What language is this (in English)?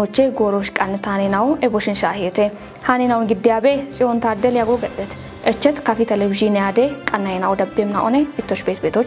Kafa